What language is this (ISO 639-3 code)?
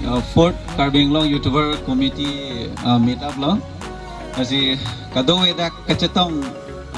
mjw